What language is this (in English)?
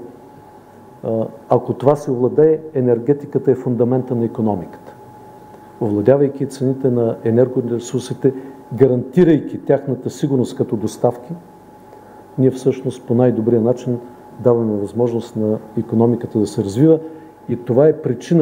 Bulgarian